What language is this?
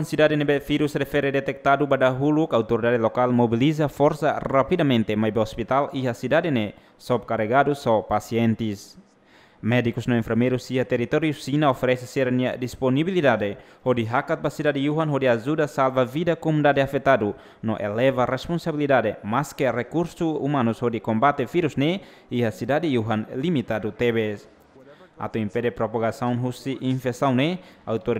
Tetum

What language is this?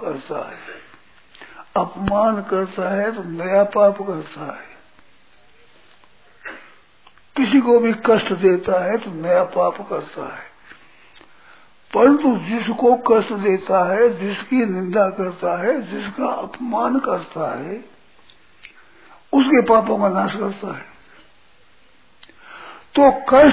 Hindi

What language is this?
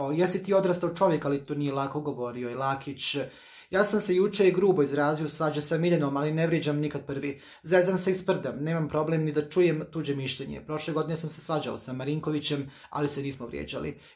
Croatian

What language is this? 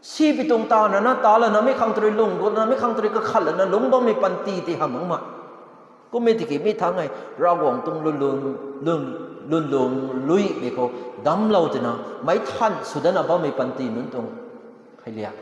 Rongmei Naga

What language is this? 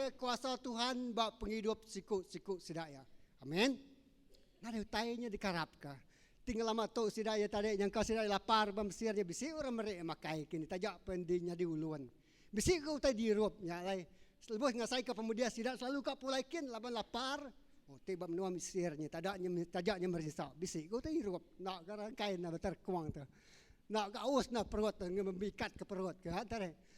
Iban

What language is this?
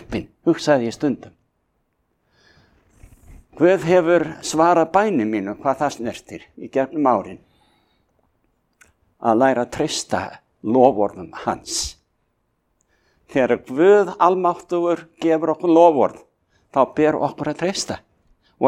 Icelandic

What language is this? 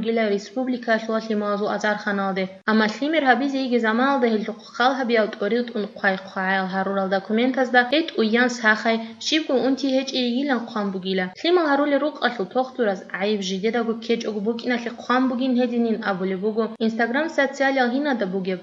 Avaric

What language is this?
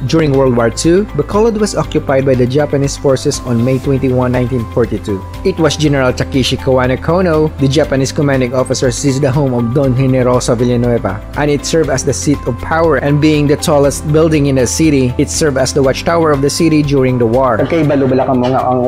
Hiligaynon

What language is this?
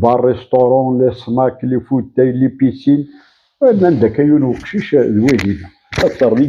Kabyle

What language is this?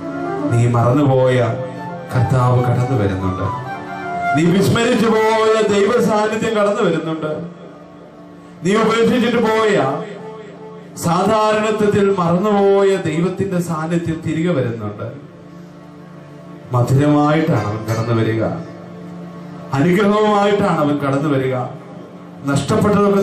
Malayalam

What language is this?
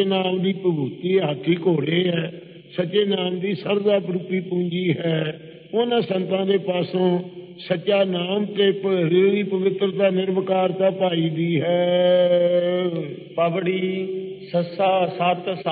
Punjabi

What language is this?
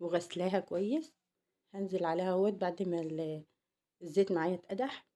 Egyptian Arabic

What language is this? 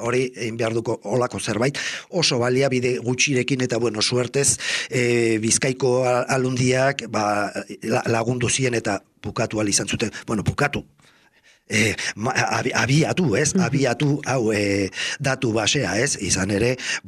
Basque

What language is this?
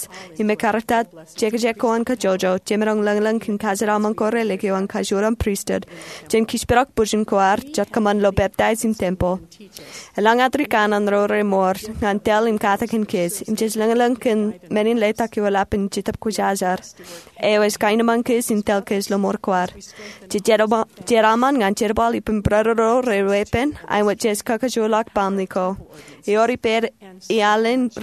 Marshallese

